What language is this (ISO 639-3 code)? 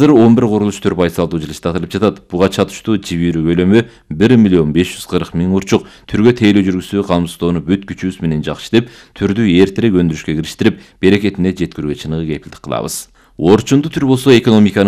kir